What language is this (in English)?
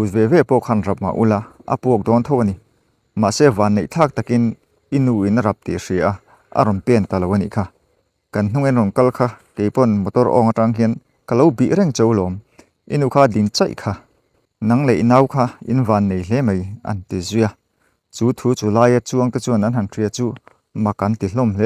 Mizo